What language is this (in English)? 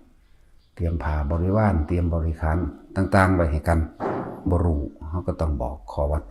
Northeastern Thai